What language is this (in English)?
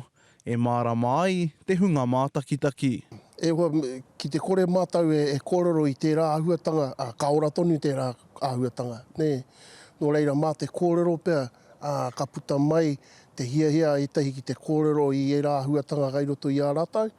Māori